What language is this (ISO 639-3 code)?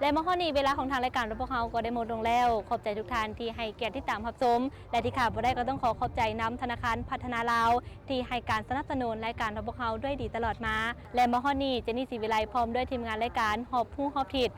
lao